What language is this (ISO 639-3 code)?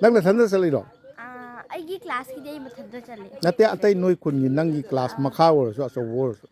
mni